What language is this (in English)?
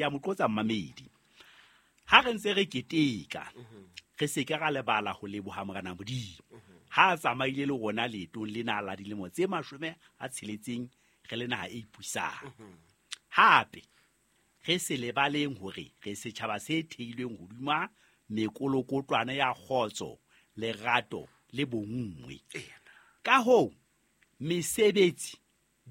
Southern Sotho